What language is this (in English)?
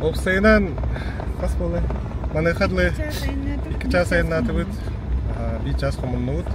Yakut